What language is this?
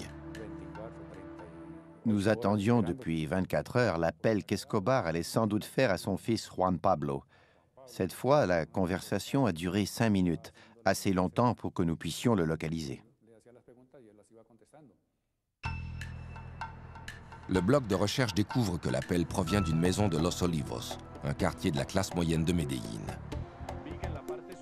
French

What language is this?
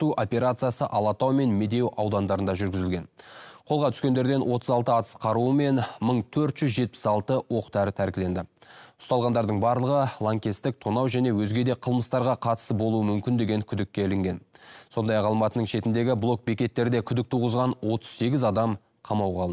Kazakh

